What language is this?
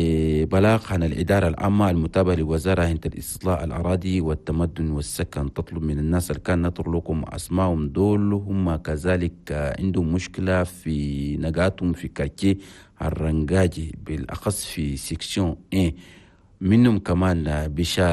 Chadian Arabic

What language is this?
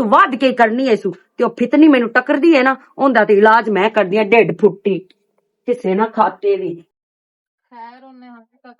Western Panjabi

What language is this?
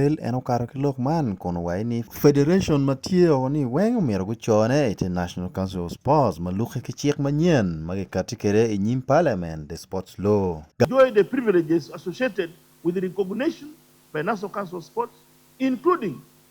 Acoli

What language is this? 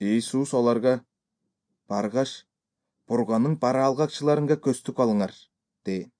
Kyrgyz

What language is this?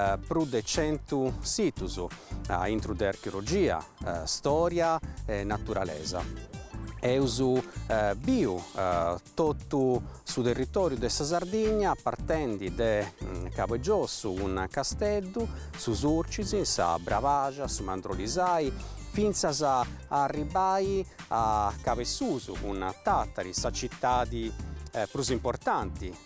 Sardinian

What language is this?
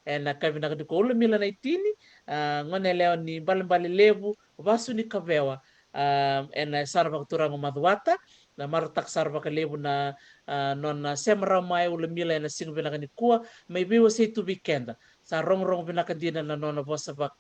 Fijian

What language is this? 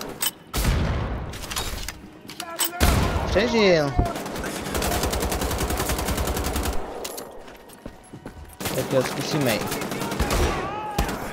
Czech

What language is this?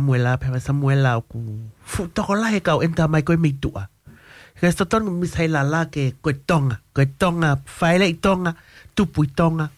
Tongan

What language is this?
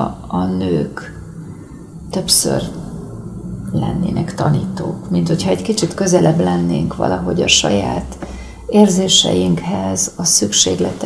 Hungarian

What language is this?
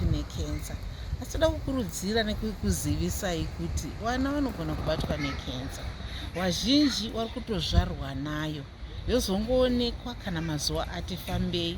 Shona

